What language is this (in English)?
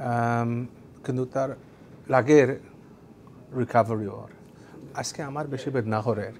Sylheti